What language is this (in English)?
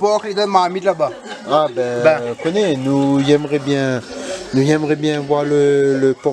Réunion Creole French